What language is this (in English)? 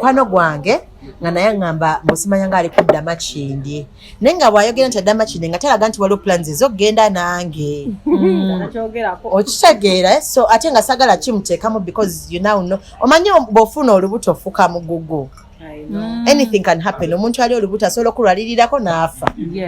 Ganda